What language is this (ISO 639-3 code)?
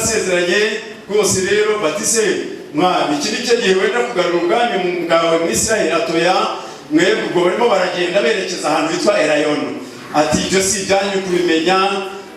kin